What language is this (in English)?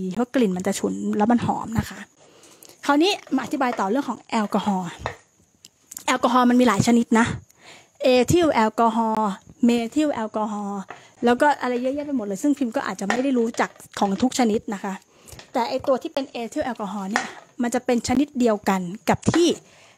Thai